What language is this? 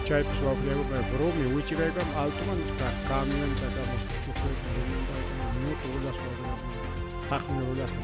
Ayacucho Quechua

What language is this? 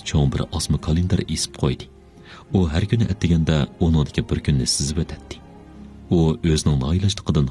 Uyghur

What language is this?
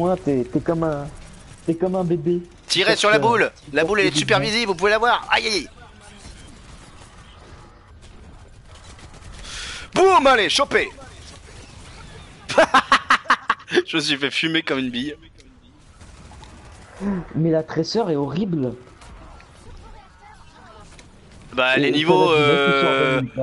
French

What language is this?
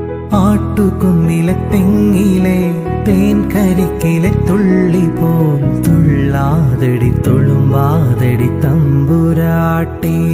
Malayalam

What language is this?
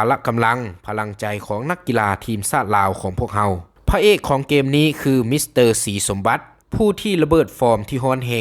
Lao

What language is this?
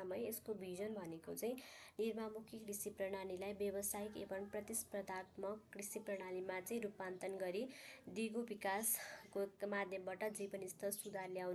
Nepali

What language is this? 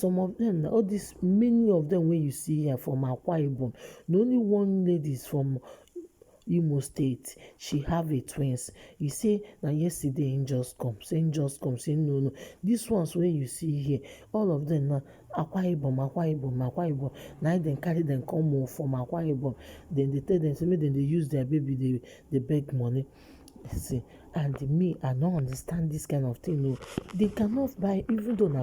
Nigerian Pidgin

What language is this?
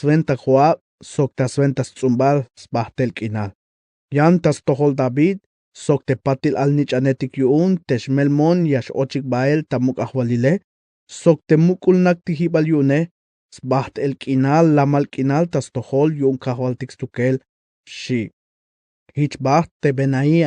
Tzeltal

